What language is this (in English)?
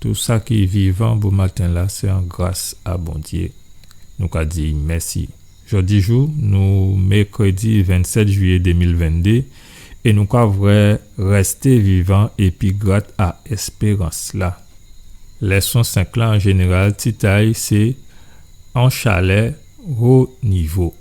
Guadeloupean Creole French